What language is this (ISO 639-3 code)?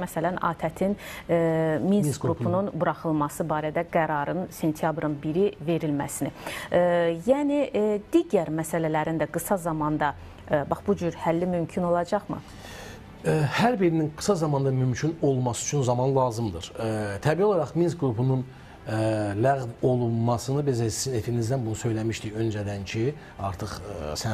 aze